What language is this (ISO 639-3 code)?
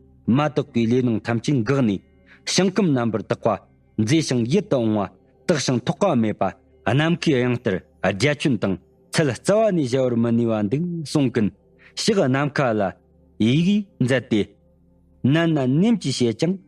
bod